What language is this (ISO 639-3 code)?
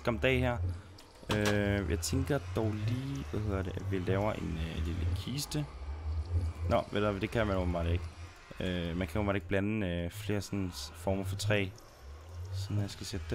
dan